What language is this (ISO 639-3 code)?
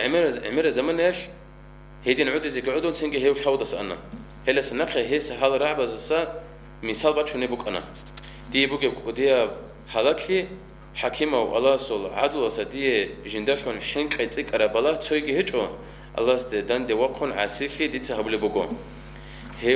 ava